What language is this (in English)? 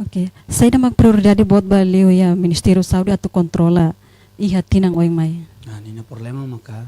Tetum